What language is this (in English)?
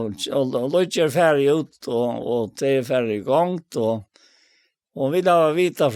Faroese